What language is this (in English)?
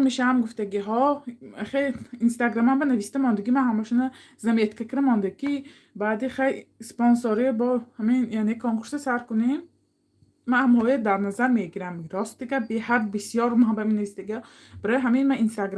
Tajik